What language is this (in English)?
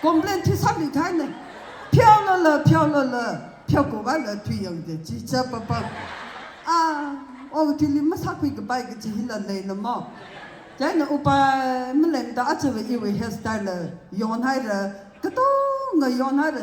Tangkhul Naga (India)